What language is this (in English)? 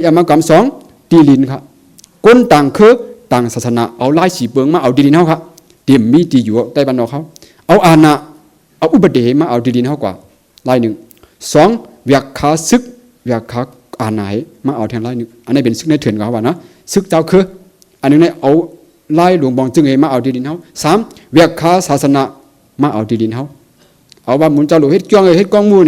Shan